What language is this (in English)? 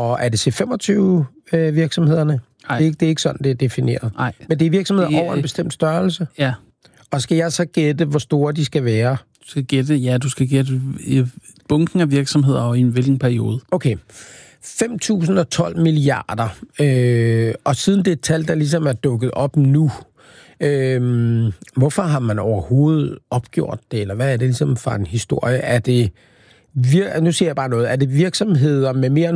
Danish